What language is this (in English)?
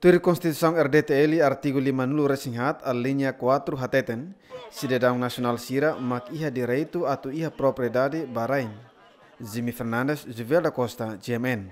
Tetum